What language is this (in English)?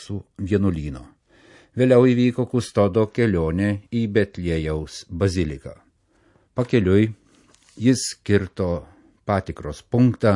Lithuanian